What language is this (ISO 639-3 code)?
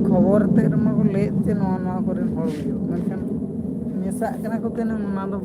sat